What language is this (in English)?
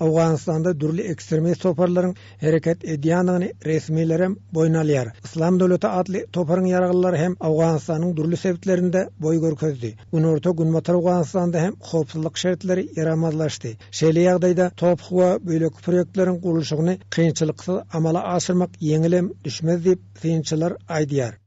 Turkmen